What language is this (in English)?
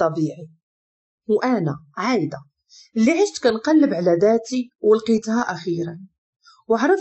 Moroccan Arabic